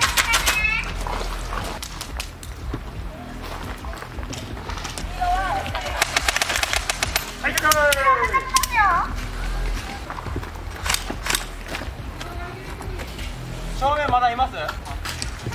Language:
Japanese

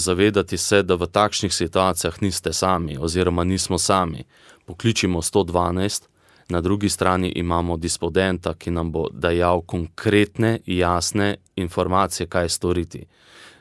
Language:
Slovenian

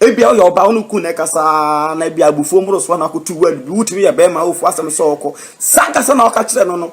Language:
Akan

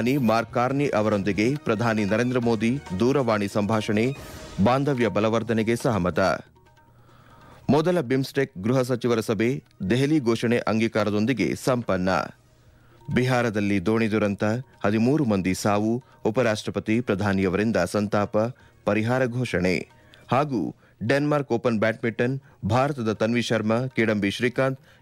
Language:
Kannada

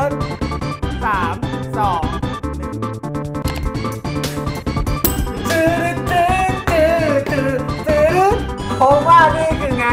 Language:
Thai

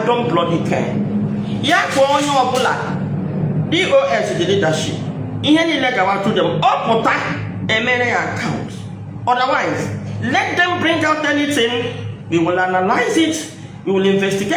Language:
Igbo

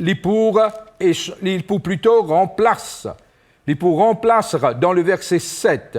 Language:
Morisyen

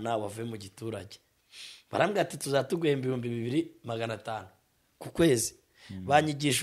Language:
Kinyarwanda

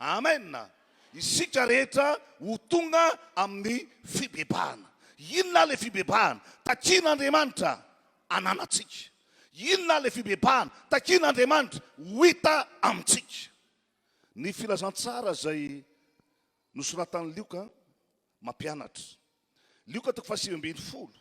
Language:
Malagasy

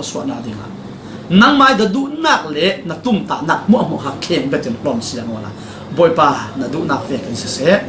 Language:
Falam Chin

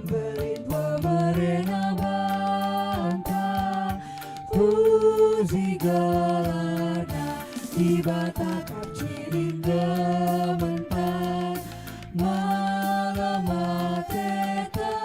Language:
Batak Karo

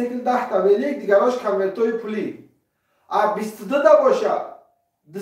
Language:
Tajik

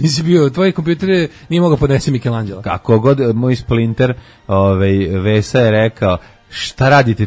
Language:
Serbian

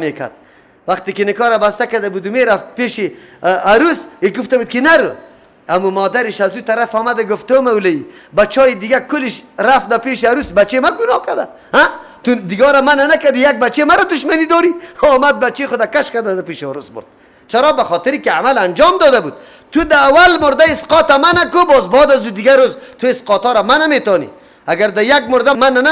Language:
Persian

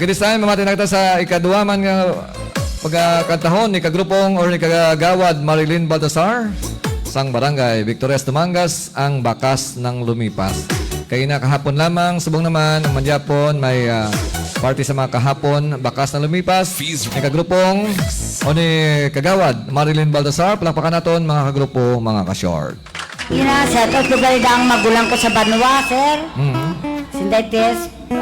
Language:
Hiligaynon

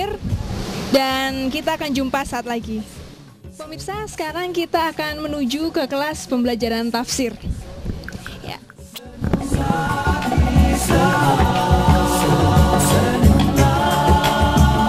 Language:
Indonesian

